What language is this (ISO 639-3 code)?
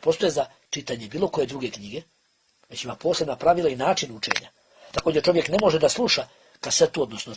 bos